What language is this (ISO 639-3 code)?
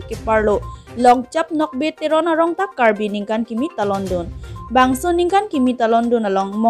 mjw